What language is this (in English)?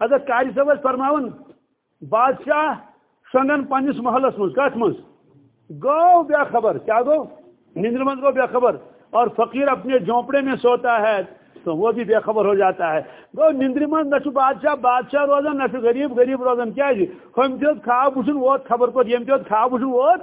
Kashmiri